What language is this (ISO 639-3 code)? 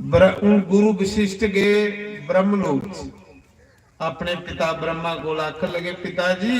doi